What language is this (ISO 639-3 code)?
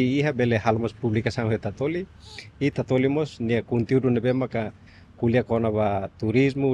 tet